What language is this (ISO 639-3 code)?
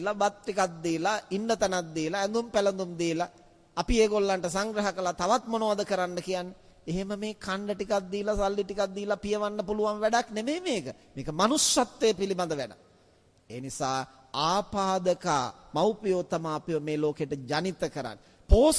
sin